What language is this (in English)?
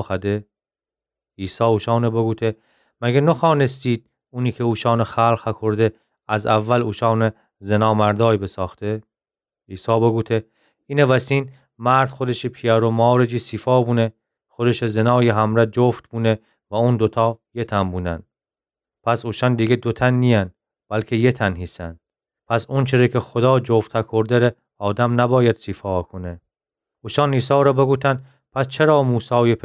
Gilaki